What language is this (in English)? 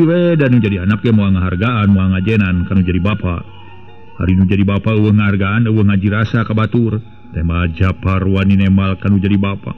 Sundanese